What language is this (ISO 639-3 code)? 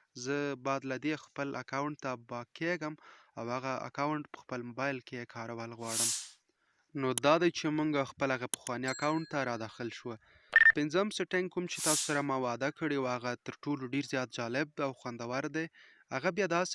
pus